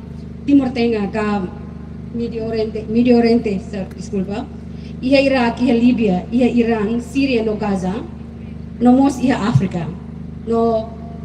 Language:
Tetum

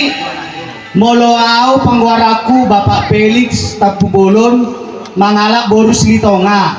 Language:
Batak Toba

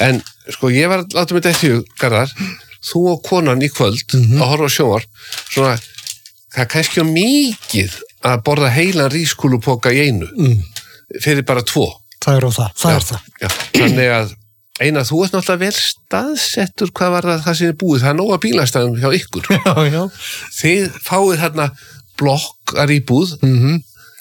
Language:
Icelandic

